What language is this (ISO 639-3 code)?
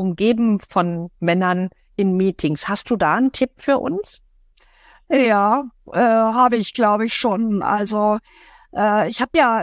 deu